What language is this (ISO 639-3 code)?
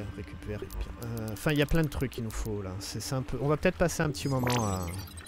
fra